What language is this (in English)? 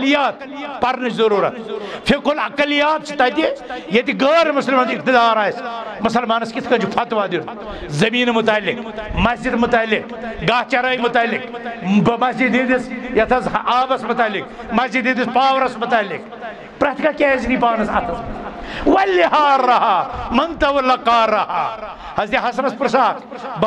Kashmiri